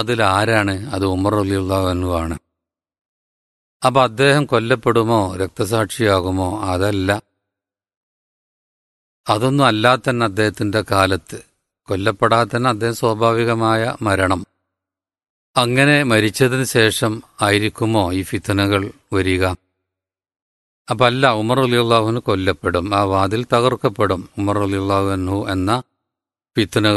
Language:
Malayalam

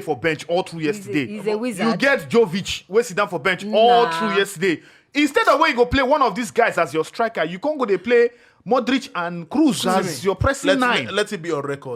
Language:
Nigerian Pidgin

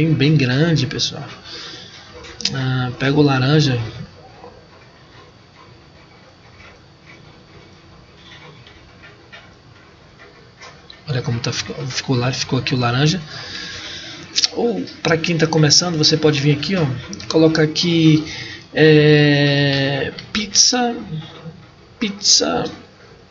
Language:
Portuguese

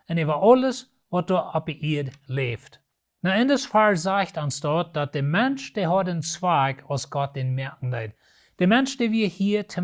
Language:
Plautdietsch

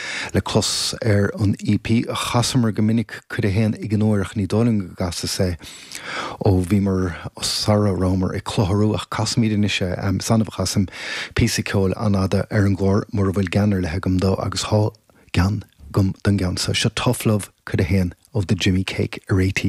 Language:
Irish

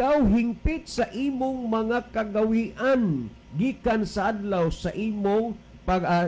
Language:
Cebuano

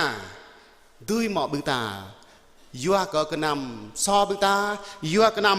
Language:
Jarai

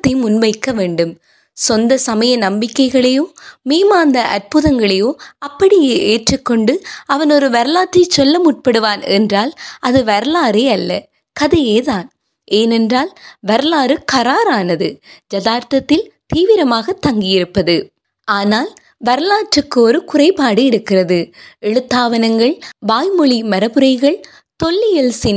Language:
Tamil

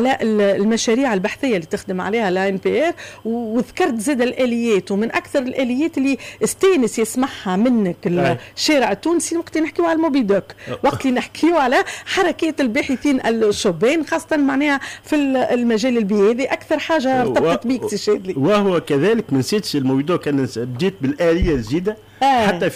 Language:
Tunisian Arabic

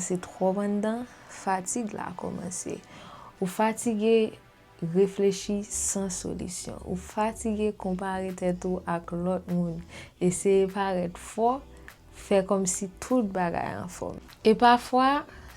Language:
Haitian Creole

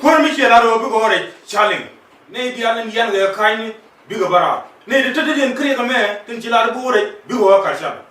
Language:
Nuer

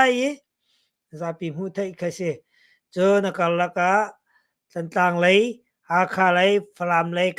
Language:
Hakha Chin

